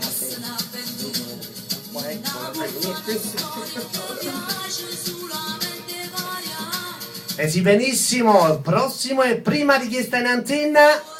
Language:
Neapolitan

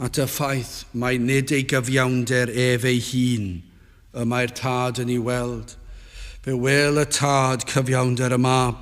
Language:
Welsh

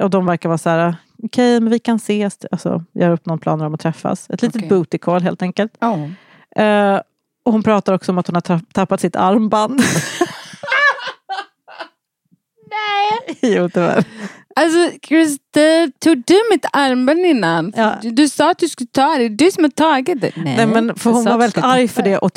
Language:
Swedish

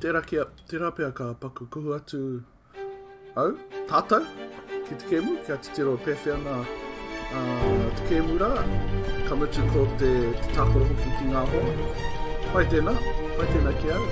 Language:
Māori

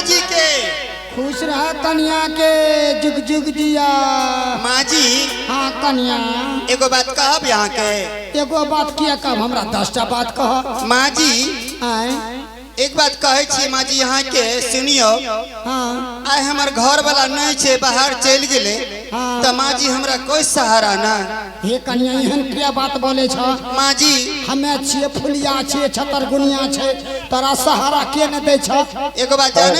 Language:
Angika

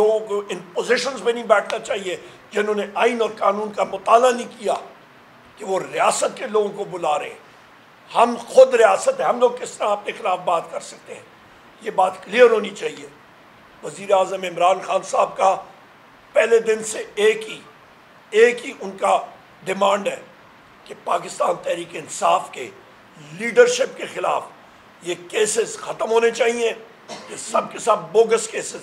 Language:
Urdu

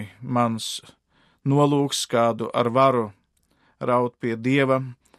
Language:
Latvian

